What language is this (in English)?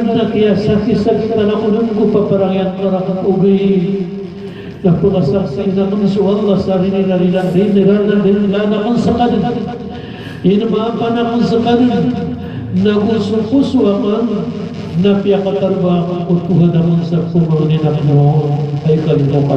Maranao